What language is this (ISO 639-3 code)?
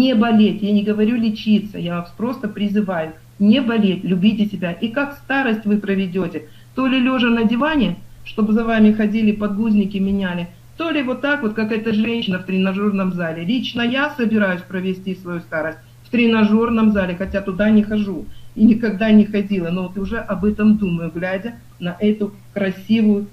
rus